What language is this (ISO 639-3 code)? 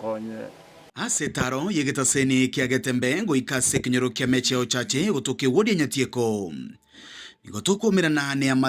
guz